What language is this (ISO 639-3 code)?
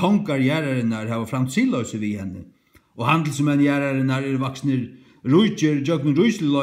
fao